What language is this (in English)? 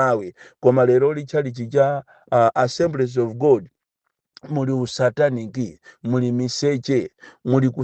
Nyanja